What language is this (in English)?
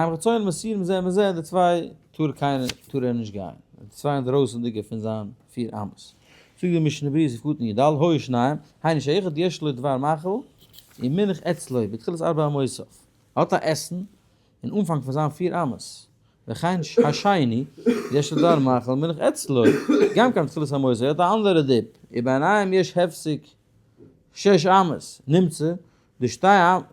Yiddish